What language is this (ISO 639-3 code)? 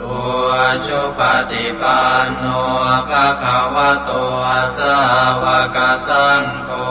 pli